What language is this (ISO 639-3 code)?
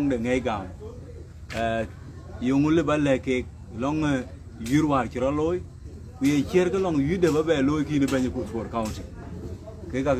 din